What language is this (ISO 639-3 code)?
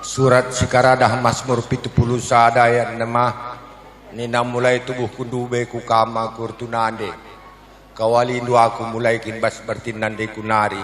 btx